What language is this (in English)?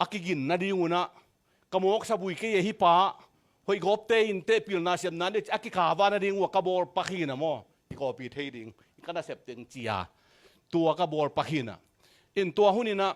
Tedim Chin